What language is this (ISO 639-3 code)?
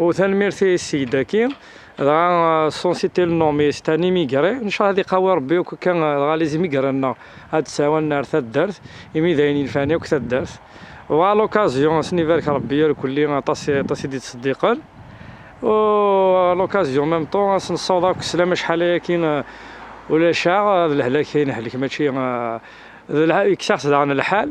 kab